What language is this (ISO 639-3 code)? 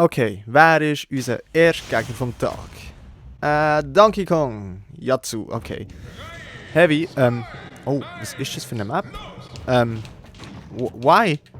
gsw